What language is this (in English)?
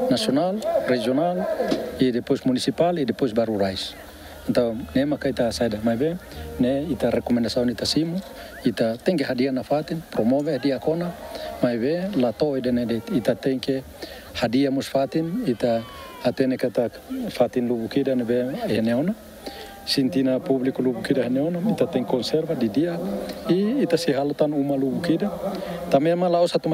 Tetum